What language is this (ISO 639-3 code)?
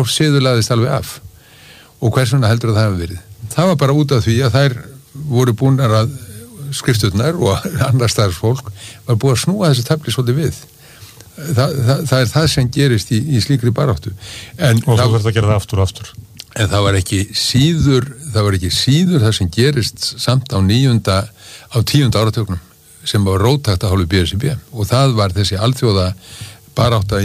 isl